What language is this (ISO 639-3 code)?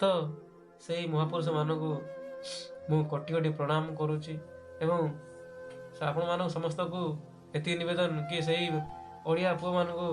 ori